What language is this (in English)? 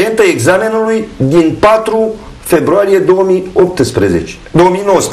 Romanian